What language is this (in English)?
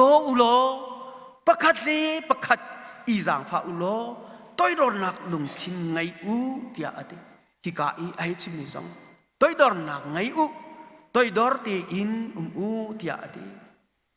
Hakha Chin